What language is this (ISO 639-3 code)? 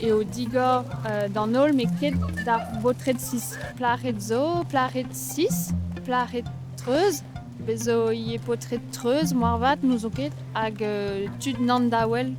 bre